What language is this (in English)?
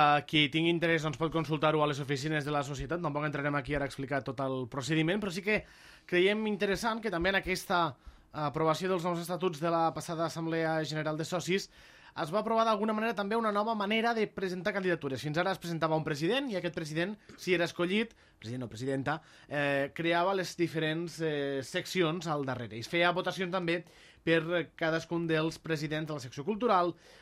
Catalan